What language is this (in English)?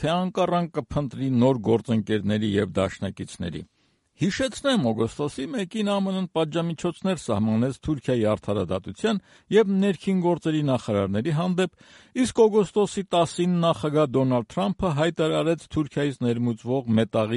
Armenian